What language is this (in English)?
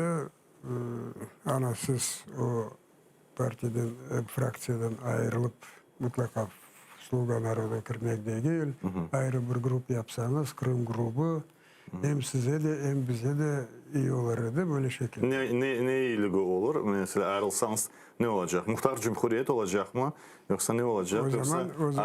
Crimean Tatar